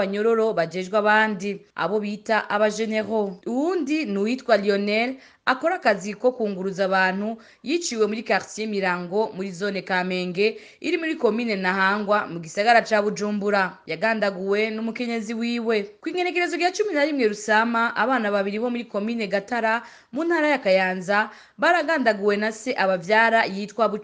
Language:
Rundi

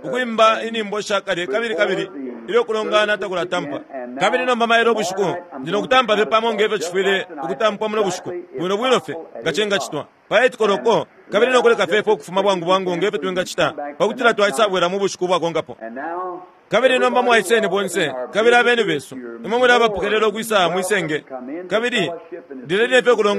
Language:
Bemba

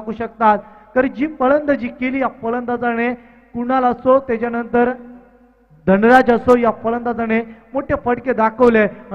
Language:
Marathi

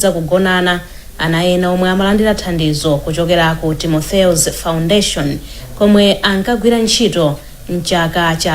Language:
Nyanja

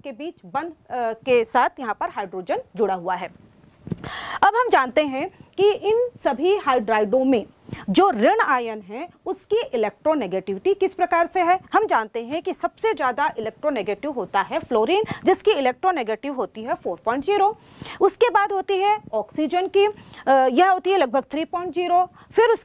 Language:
Hindi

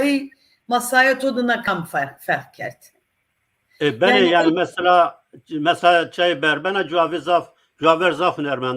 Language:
Zaza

